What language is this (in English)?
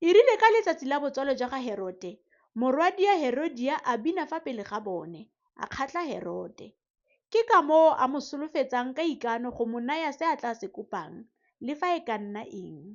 Tswana